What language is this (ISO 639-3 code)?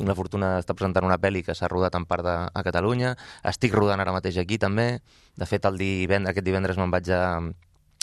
cat